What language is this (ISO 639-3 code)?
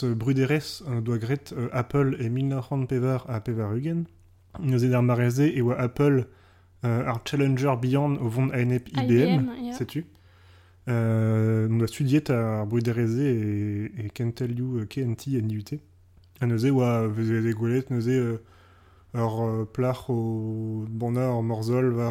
bre